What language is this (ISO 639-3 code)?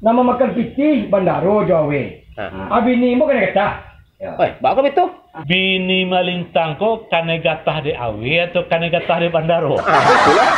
min